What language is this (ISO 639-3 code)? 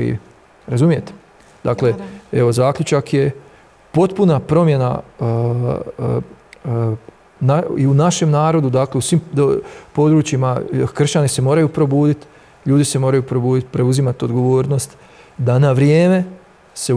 hrv